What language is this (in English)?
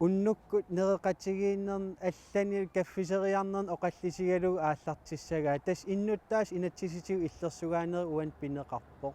Kalaallisut